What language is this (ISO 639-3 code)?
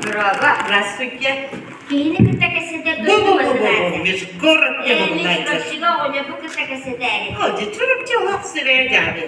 sah